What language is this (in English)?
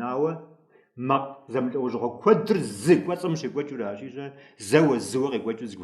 Kabardian